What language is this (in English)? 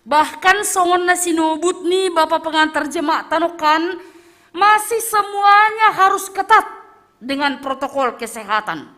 Batak Simalungun